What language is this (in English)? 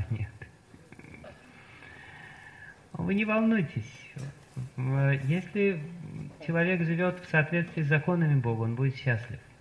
Russian